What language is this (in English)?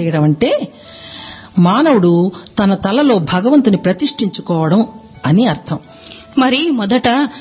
Telugu